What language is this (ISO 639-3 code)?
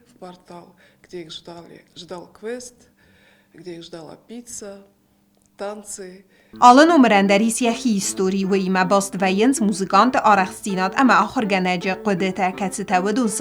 oss